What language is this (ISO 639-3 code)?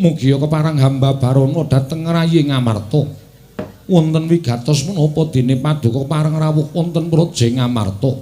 jav